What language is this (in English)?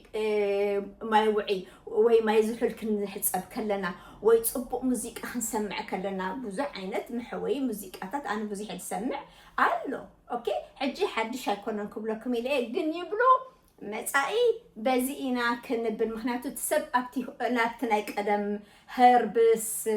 Tigrinya